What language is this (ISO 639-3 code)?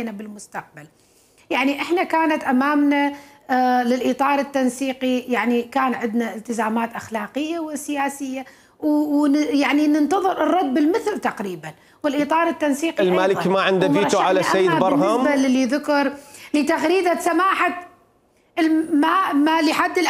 acm